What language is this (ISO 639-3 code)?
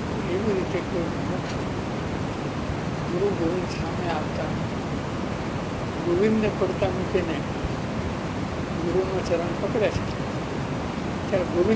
guj